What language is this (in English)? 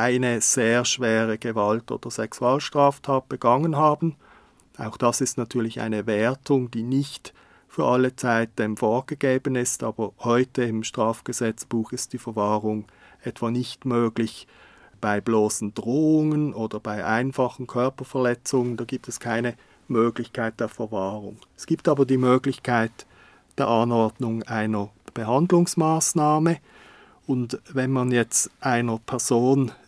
German